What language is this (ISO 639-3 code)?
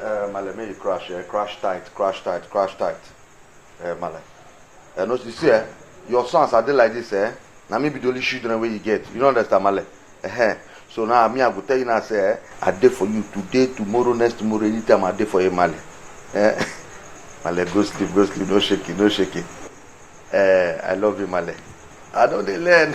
pcm